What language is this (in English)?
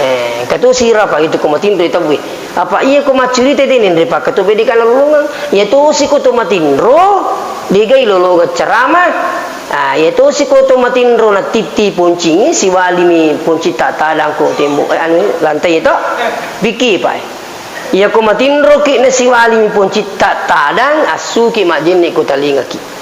Buginese